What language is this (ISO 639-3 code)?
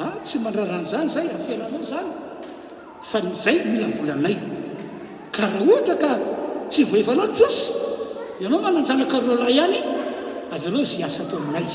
mlg